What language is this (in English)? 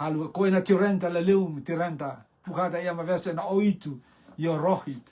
Rotuman